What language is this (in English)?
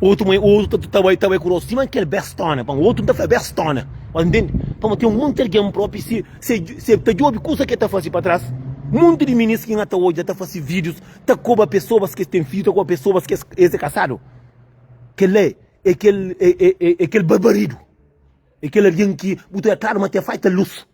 Kabuverdianu